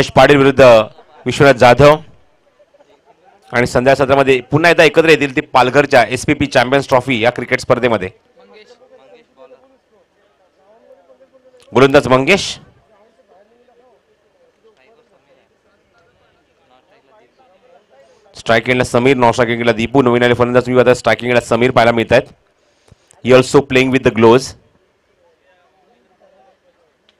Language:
Marathi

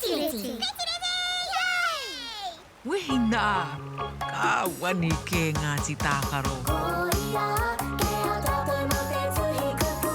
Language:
Māori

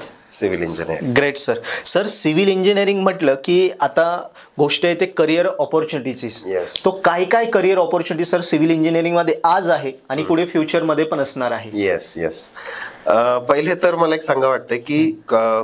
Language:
Marathi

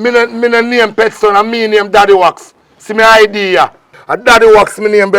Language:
Jamaican Creole English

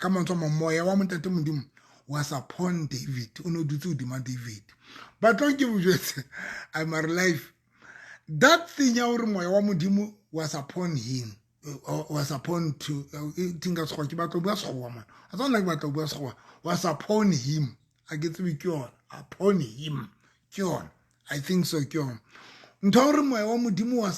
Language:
Southern Sotho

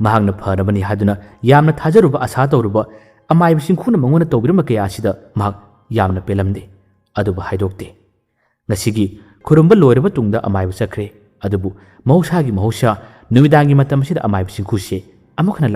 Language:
Manipuri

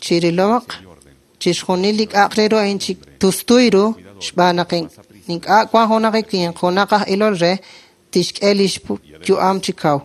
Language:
Kekchí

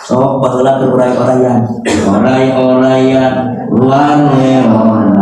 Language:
Sundanese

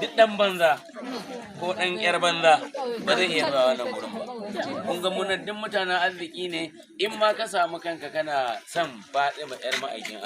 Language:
Hausa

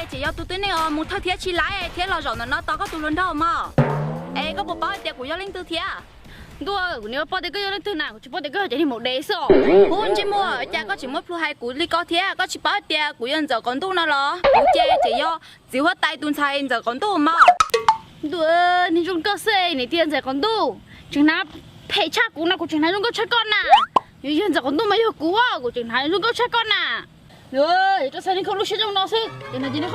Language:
Hmong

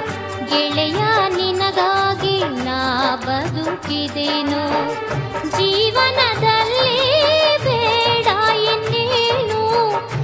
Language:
Kannada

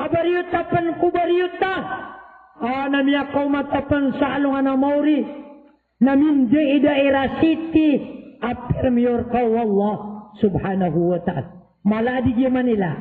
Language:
Maranao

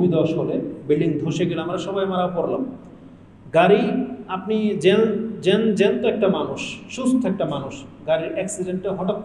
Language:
Bangla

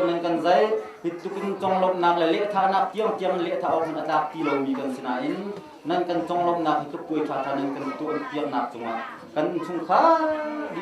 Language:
Hakha Chin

